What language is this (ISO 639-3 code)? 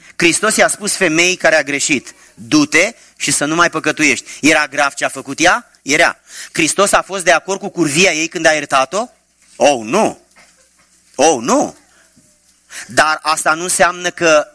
ron